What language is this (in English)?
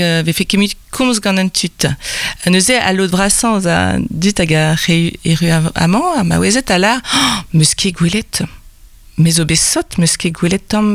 Breton